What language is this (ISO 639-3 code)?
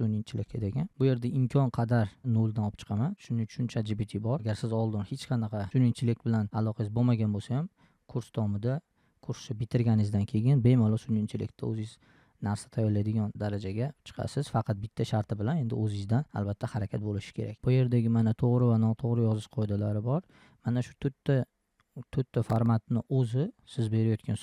uzb